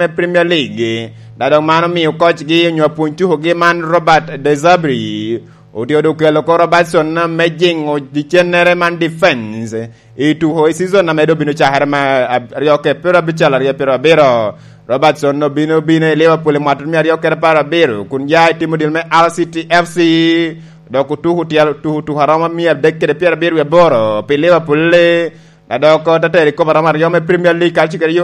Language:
Lango (Uganda)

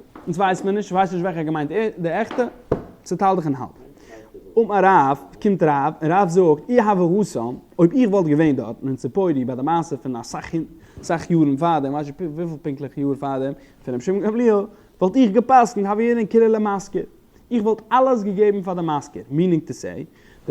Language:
Yiddish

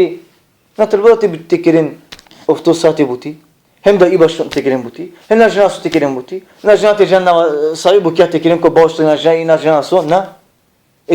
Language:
Balkan Romani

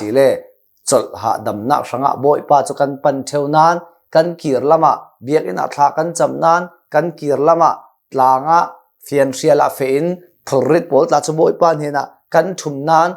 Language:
Hakha Chin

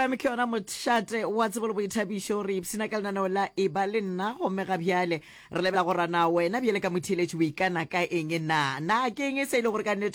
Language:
Northern Sotho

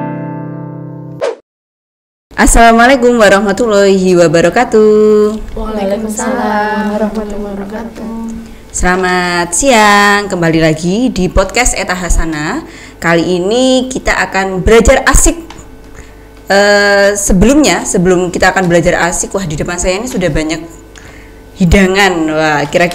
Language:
Indonesian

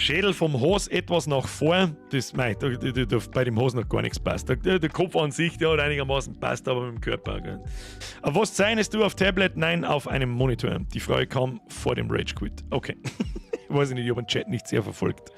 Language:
Bavarian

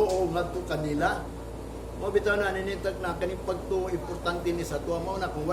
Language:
Cebuano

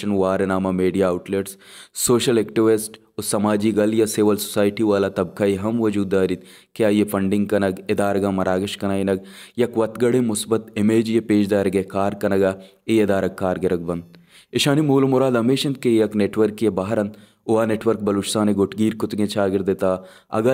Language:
Baluchi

